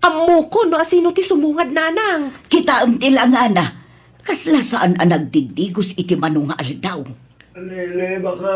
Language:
Iloko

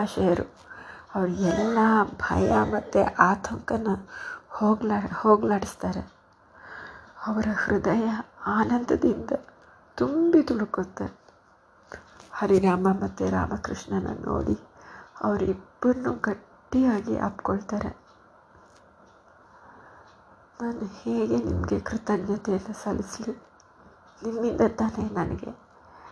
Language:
Kannada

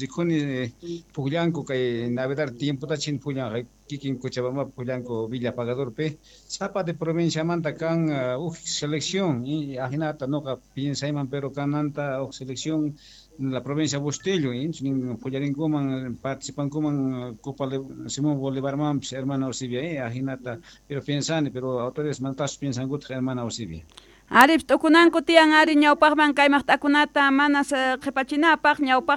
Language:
Quechua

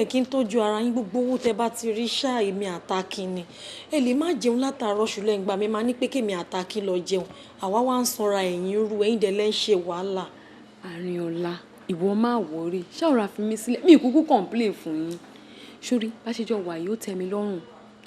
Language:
Yoruba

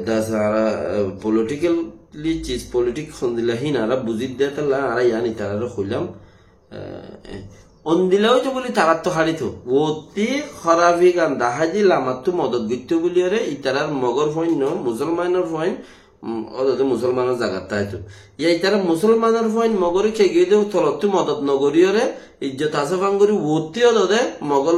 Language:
Rohingya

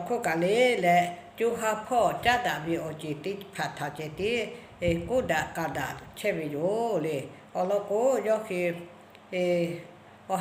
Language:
Lahu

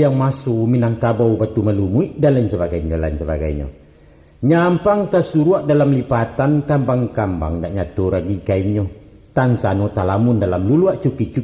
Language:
Minangkabau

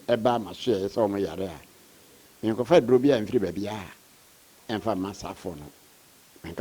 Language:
Akan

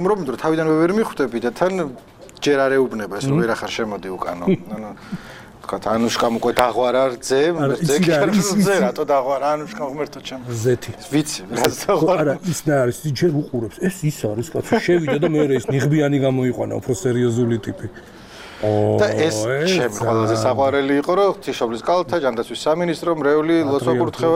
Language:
Georgian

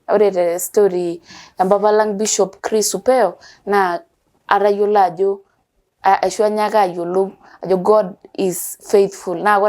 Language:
Masai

